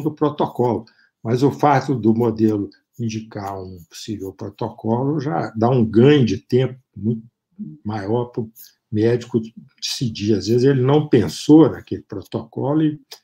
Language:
Portuguese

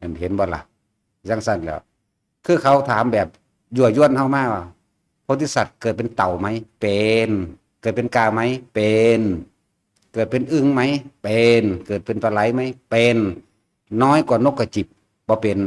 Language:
Northeastern Thai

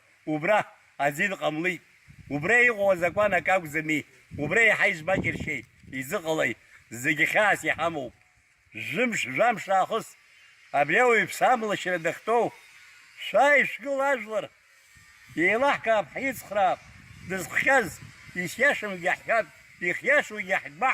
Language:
Abkhazian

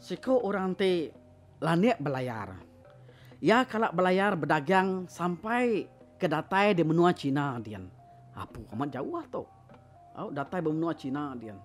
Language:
Iban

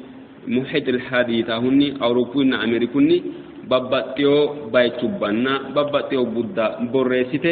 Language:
Sidamo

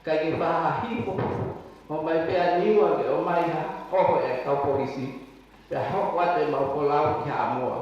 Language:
Tongan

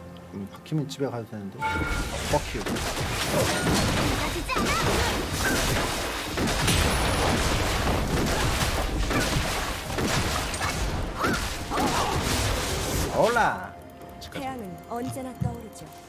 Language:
Korean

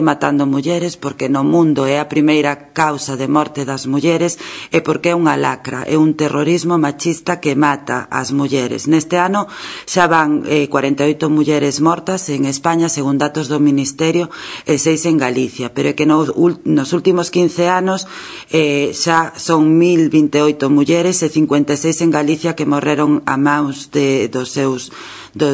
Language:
Galician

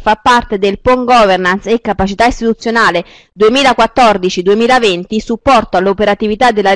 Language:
Italian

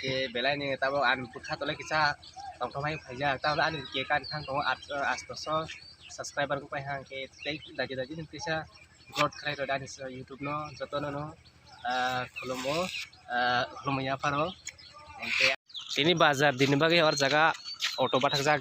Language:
Kok Borok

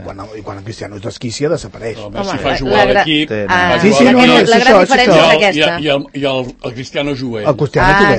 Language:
Catalan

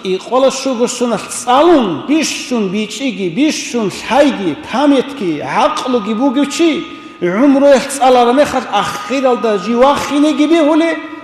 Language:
Avaric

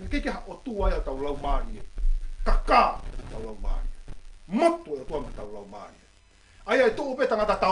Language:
Tongan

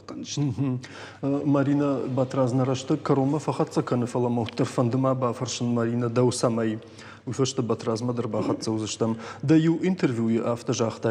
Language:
Ossetic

